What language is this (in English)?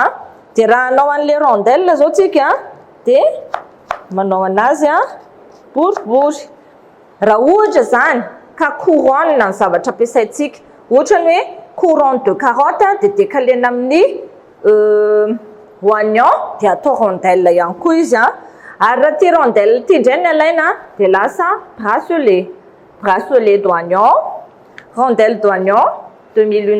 Malagasy